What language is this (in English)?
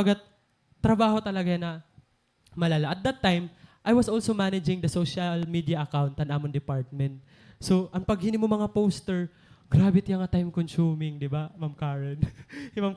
Waray